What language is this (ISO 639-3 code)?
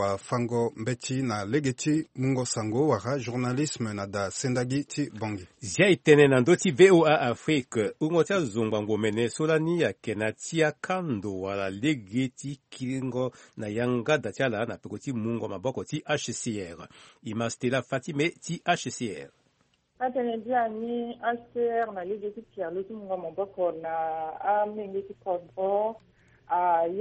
sag